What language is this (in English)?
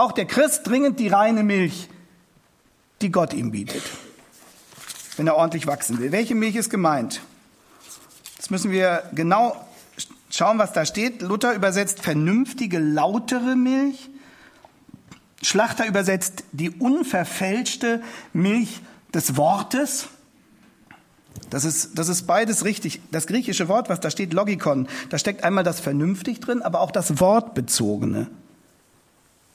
German